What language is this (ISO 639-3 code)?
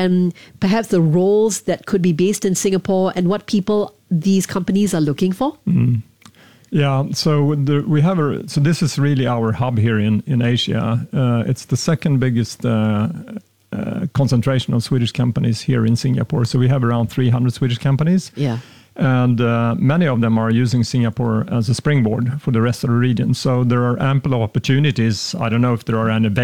eng